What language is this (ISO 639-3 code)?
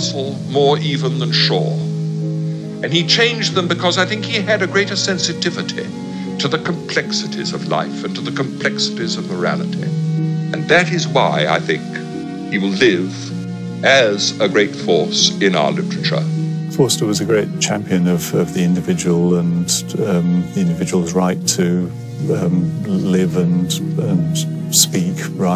eng